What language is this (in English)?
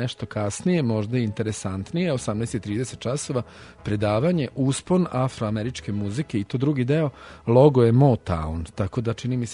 Serbian